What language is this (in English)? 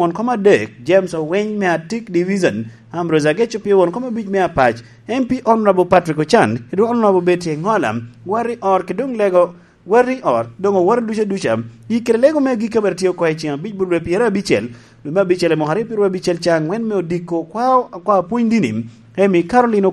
Lango (Uganda)